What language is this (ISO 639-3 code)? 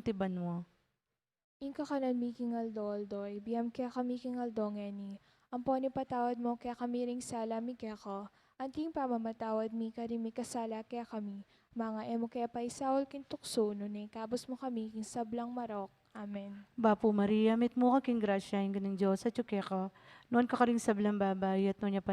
pam